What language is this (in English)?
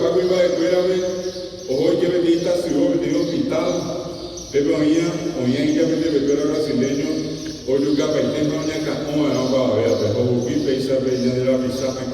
Guarani